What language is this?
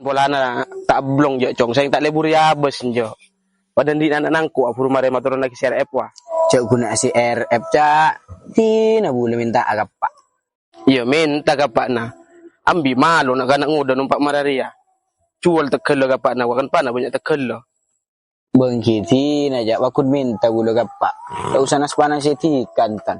Madurese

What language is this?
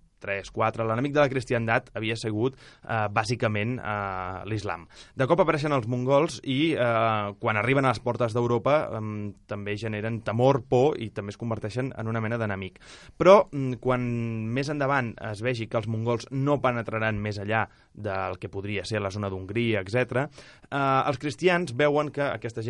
Catalan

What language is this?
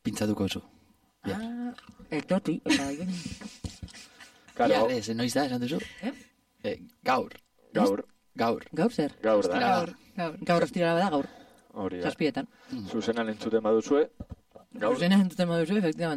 Basque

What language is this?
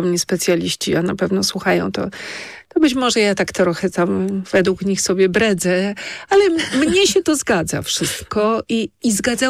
Polish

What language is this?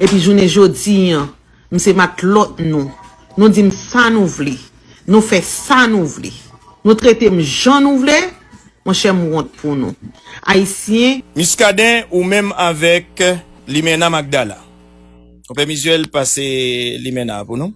Haitian Creole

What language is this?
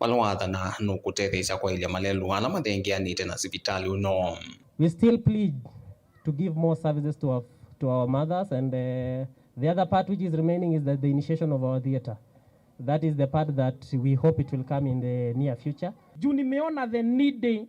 Kamba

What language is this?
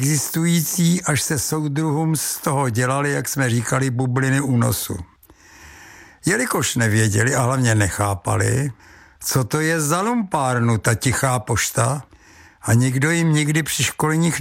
Czech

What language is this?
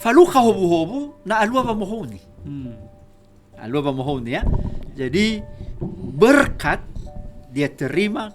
Nias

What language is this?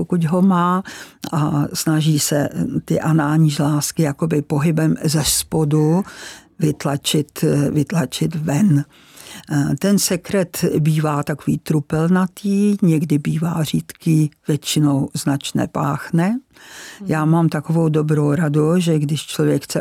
Czech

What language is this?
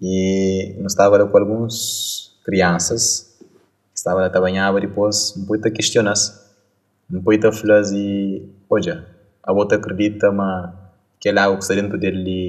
Kabuverdianu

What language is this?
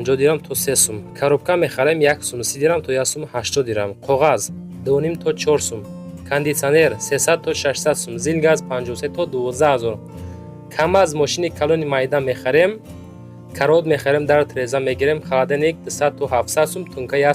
Tajik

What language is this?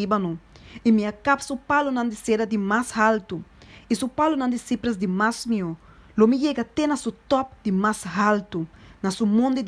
Papiamento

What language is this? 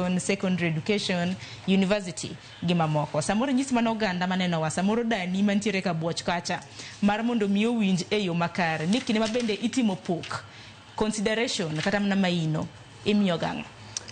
Luo (Kenya and Tanzania)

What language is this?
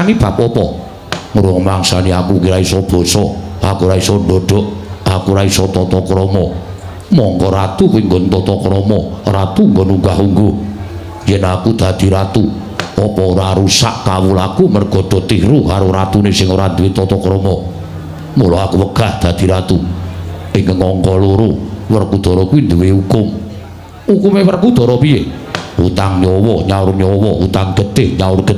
Javanese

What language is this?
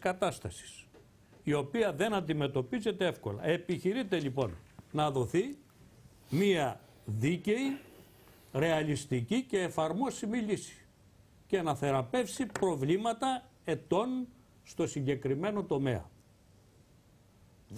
Greek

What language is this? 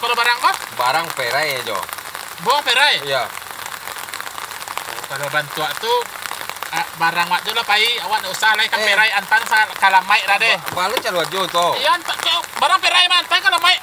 Minangkabau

